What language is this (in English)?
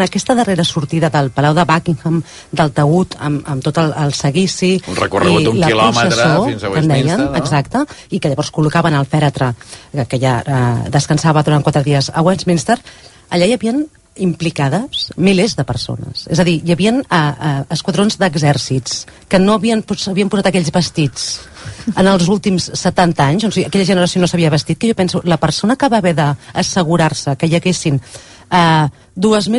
Catalan